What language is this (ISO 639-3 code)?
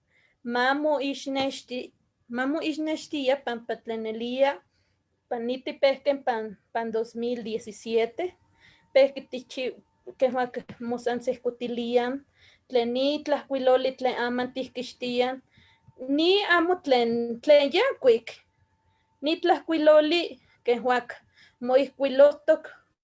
nhe